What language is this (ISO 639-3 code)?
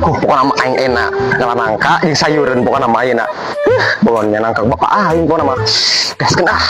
sun